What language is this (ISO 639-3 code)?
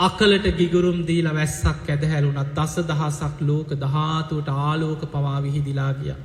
sin